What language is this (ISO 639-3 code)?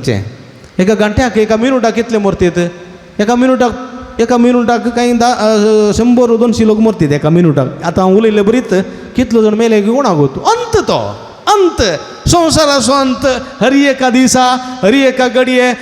kok